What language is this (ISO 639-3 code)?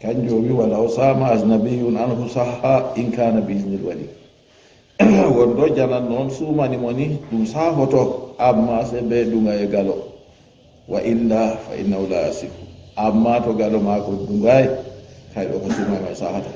ful